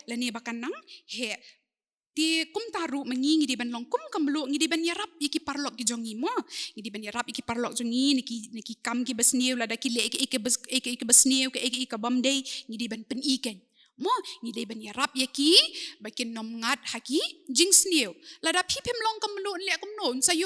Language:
Khasi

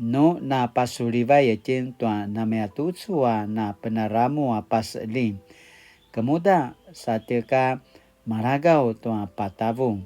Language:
Paiwan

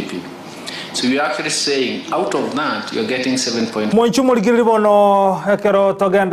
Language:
Gusii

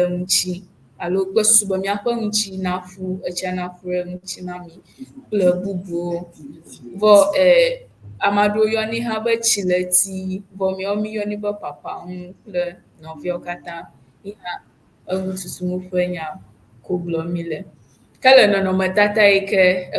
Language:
Ewe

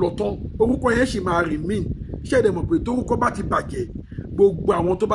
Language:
Yoruba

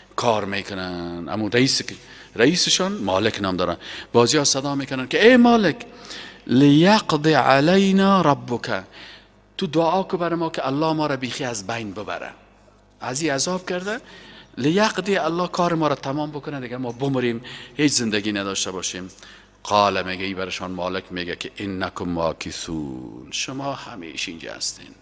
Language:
Persian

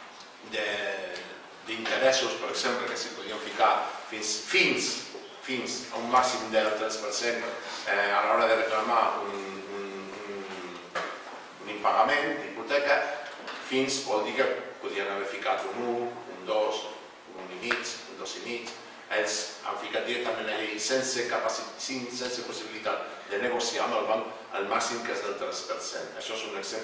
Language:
Catalan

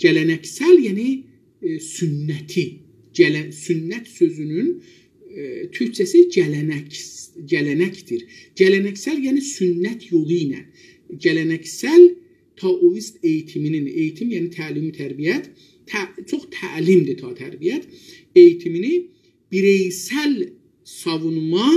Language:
South Azerbaijani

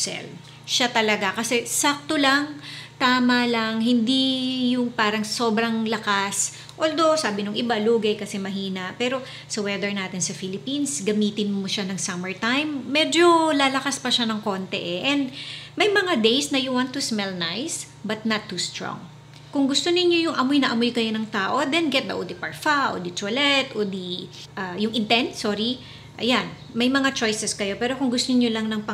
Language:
Filipino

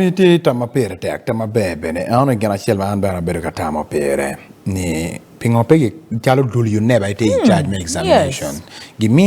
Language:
Acoli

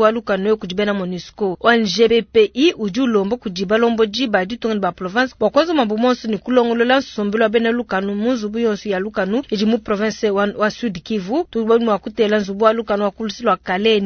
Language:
Luba-Lulua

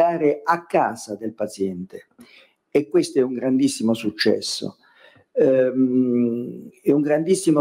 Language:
Italian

